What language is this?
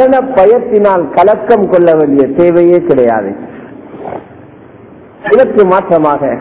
Tamil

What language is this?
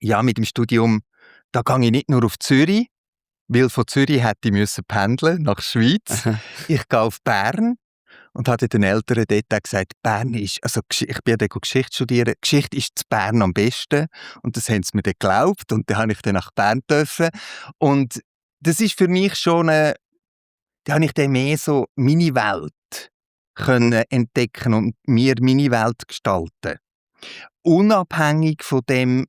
Swiss German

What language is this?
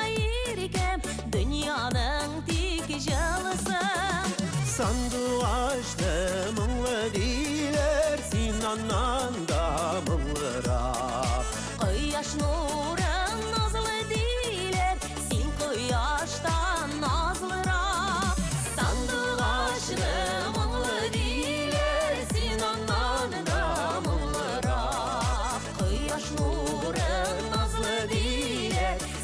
Bashkir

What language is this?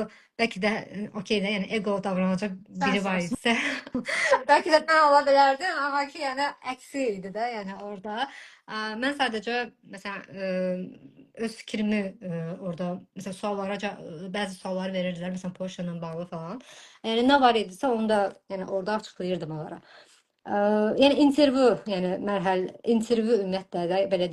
Azerbaijani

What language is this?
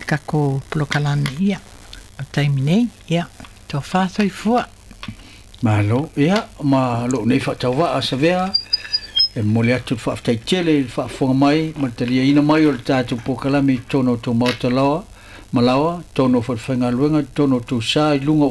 Samoan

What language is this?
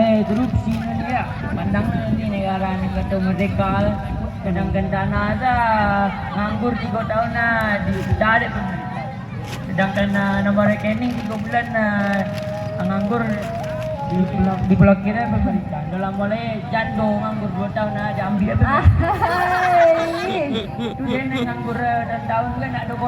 Minangkabau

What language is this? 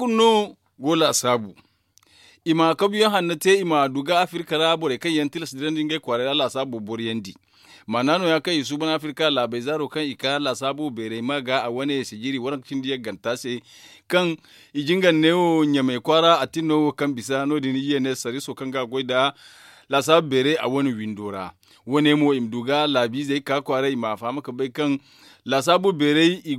Zarma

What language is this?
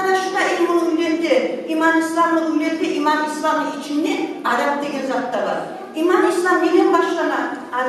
Kumyk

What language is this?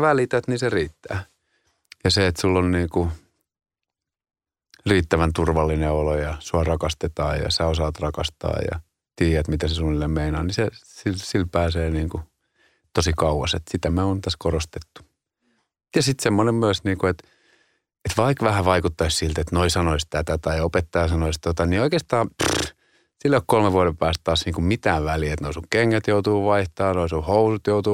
Finnish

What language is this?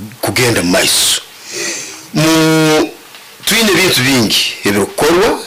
Nyoro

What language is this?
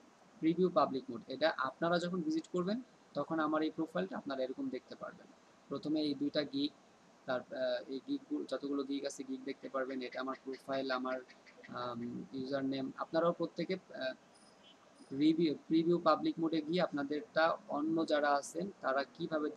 Bangla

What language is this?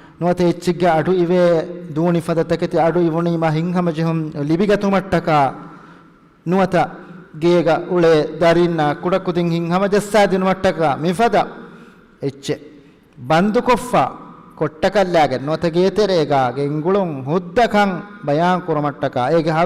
Divehi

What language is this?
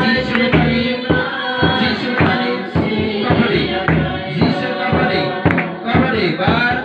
Kok Borok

